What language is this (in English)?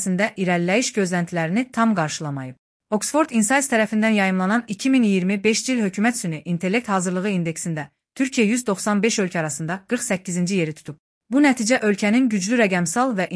Azerbaijani